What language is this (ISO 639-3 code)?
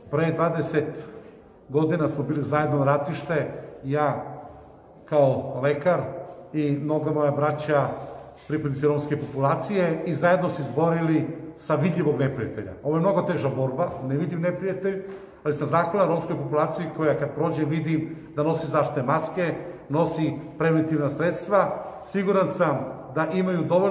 srp